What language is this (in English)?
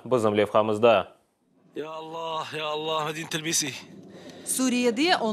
Crimean Tatar